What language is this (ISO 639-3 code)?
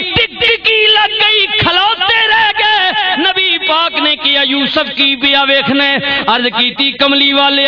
lah